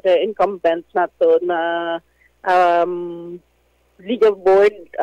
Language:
Hiligaynon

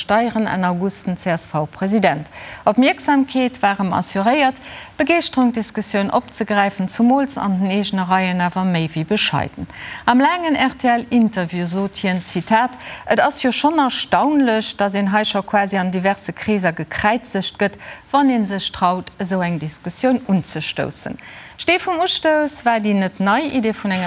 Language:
Luxembourgish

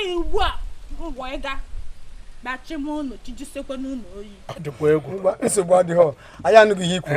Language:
Igbo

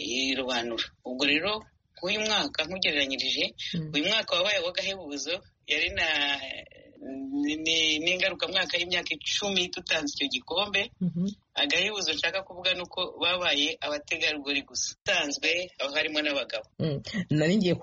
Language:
Kinyarwanda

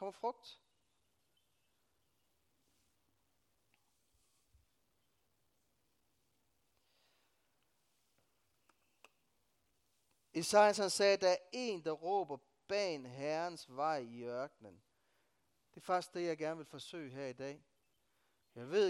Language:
Danish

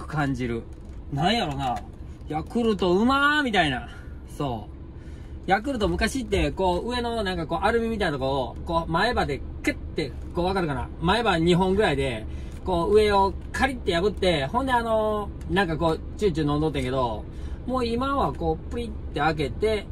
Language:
Japanese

